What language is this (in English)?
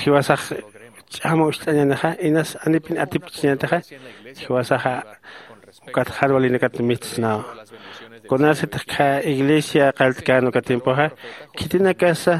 Aymara